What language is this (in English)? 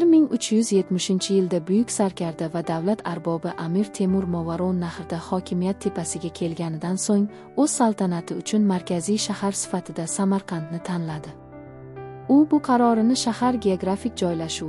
Uzbek